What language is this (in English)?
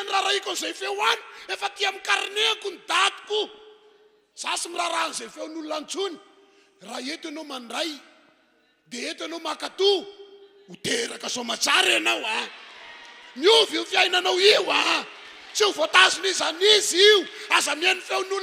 Malagasy